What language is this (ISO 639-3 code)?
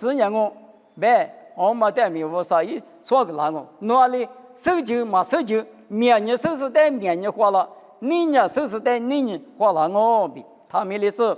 lis